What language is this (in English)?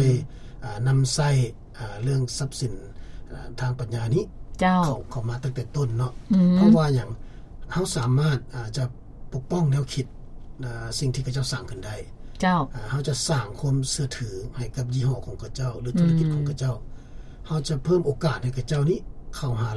Lao